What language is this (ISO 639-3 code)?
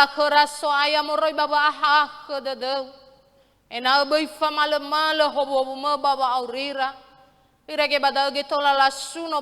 nia